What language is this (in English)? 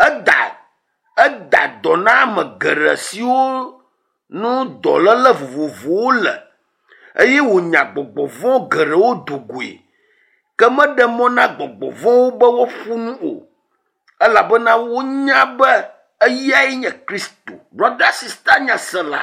Ewe